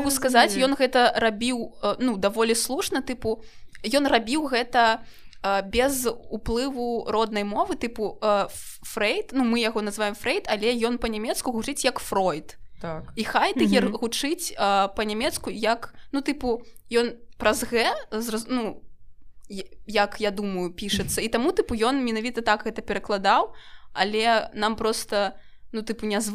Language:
Belarusian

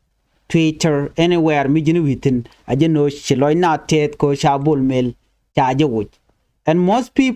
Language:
Nuer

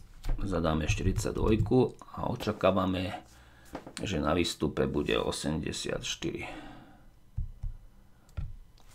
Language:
Slovak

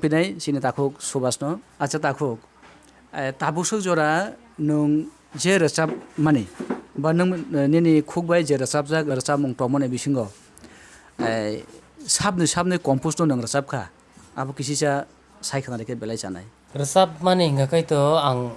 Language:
Kok Borok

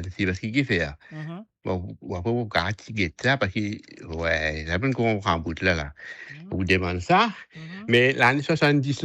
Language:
Morisyen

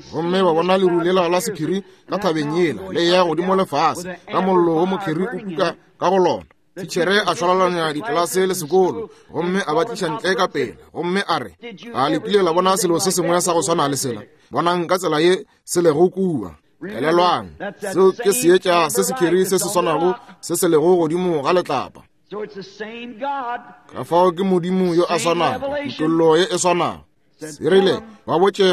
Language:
Northern Sotho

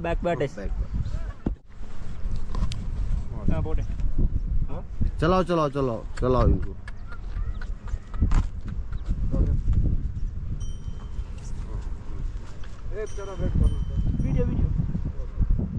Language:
Malayalam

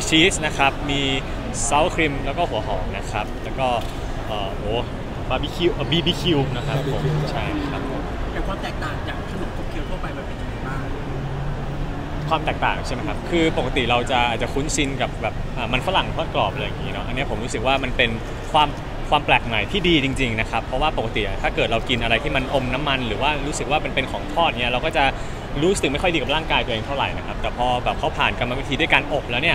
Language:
Thai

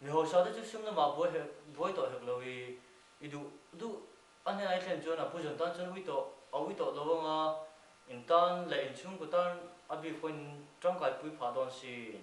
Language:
Mizo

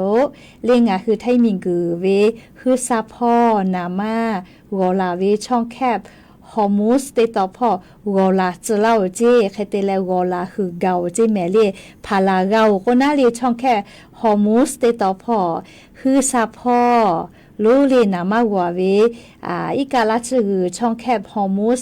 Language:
Lahu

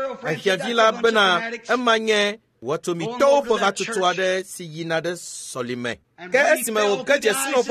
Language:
Ewe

